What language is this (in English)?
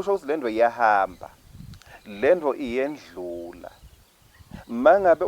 Swati